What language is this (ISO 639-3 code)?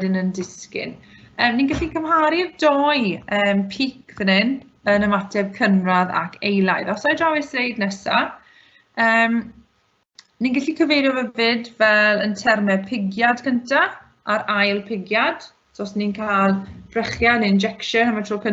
cym